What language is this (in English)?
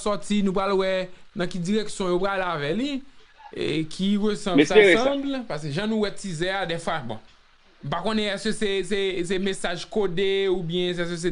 Haitian Creole